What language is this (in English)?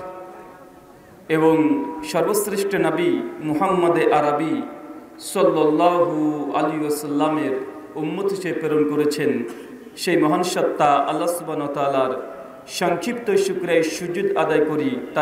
Bangla